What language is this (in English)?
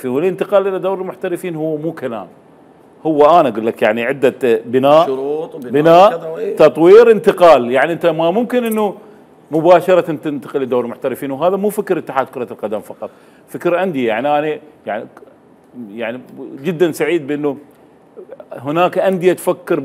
Mesopotamian Arabic